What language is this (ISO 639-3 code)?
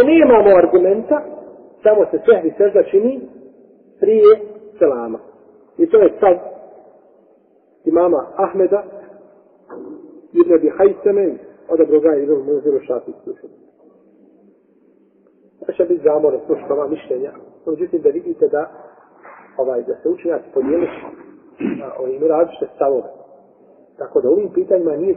bos